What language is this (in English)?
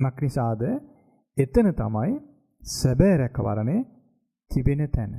Sinhala